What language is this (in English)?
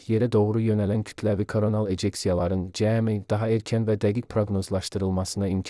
Azerbaijani